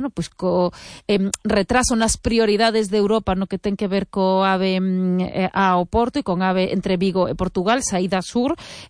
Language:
Galician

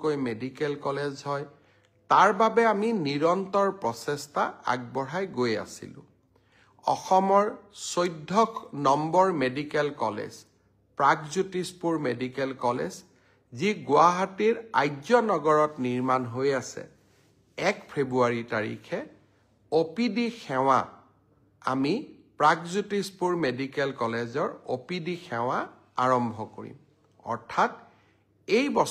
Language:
Assamese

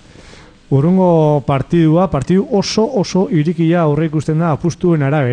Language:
Basque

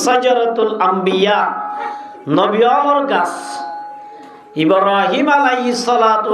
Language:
Rohingya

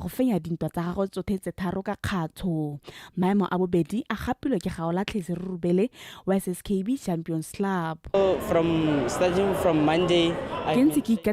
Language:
Tswana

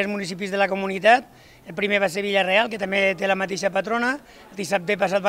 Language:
Catalan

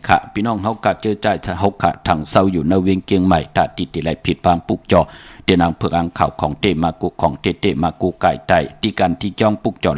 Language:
Shan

